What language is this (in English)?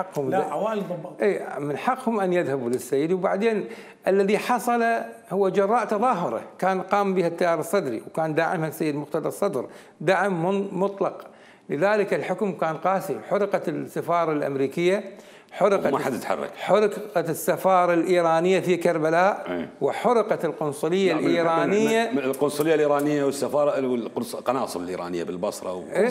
Mesopotamian Arabic